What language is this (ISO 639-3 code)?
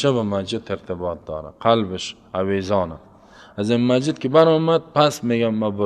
fas